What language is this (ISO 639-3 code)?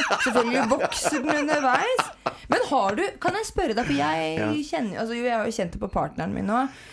nor